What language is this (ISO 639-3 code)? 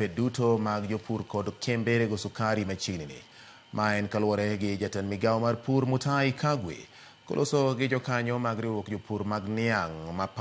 luo